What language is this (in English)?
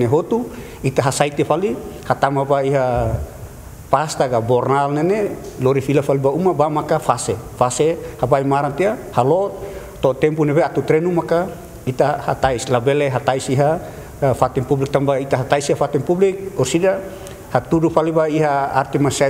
Tetum